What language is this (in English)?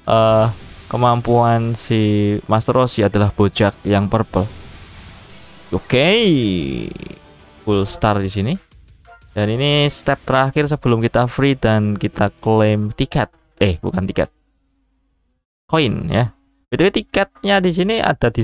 Indonesian